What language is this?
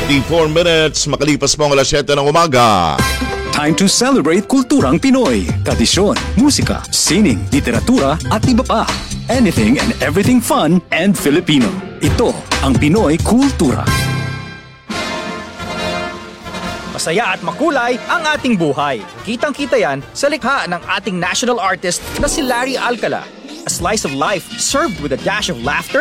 Filipino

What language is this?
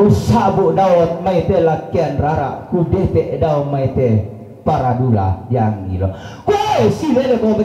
Toraja-Sa'dan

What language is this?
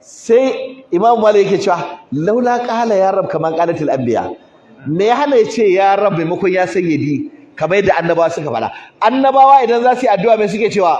Hausa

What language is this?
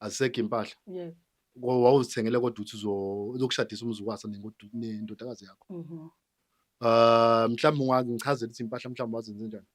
Zulu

